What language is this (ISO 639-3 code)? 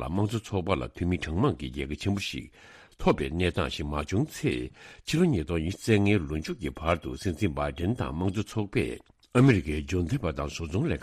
bod